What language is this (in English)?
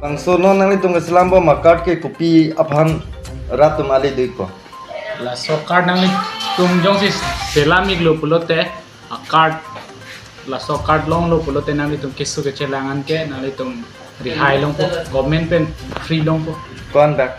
Karbi